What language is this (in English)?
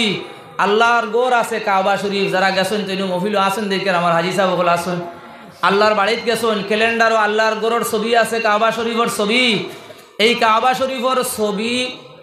Sylheti